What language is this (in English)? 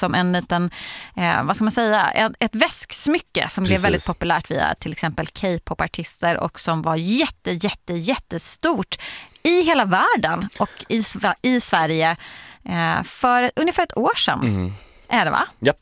Swedish